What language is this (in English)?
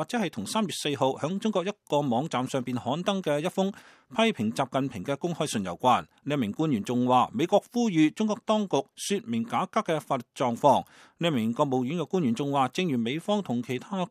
Cantonese